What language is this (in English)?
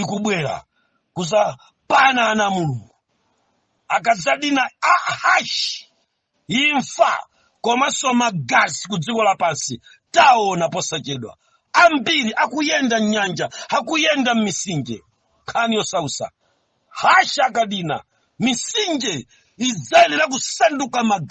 Nyanja